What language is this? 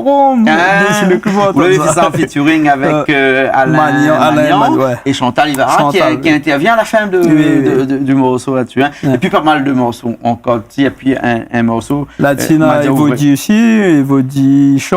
Réunion Creole French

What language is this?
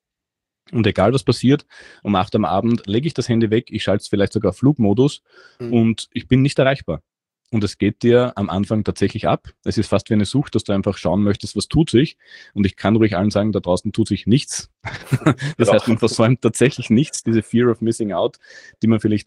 German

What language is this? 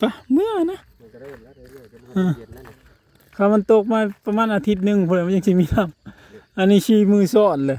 Northeastern Thai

